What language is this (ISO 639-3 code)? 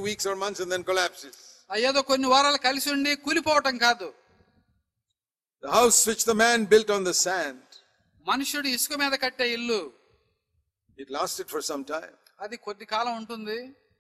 tel